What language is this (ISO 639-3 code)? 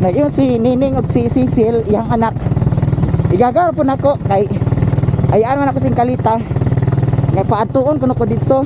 ceb